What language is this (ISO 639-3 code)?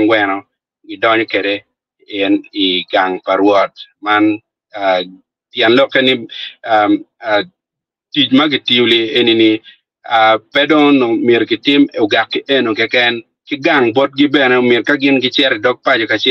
ach